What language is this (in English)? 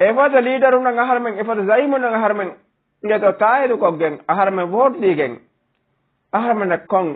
Divehi